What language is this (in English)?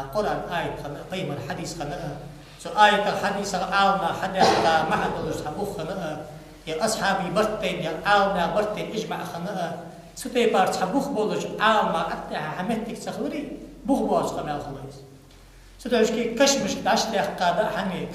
Ingush